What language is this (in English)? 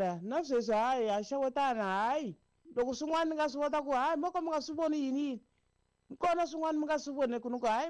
Tsonga